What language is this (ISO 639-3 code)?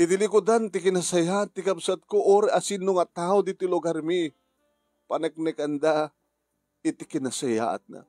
ilo